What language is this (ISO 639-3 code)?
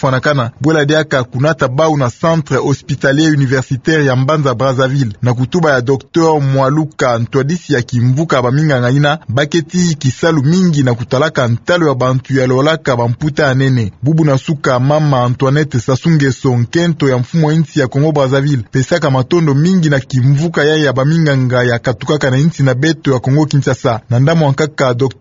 ktu